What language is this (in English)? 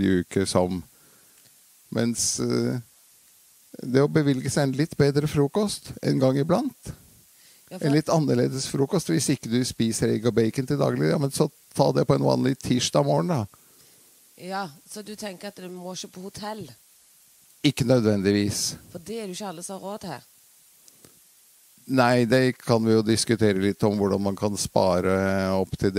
Norwegian